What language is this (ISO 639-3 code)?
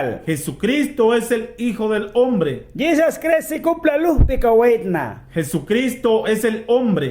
miq